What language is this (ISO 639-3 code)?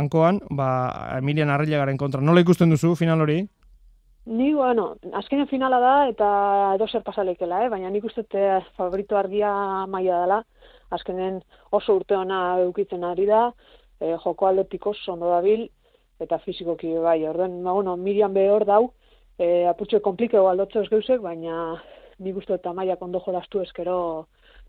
eus